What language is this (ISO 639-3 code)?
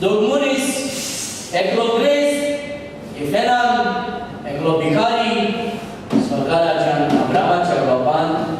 kok